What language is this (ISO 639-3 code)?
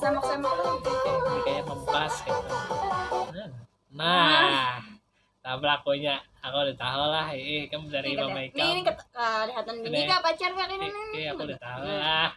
bjn